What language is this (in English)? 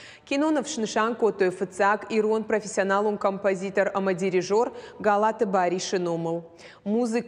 Ossetic